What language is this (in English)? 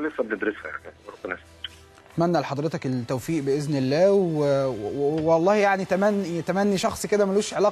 Egyptian Arabic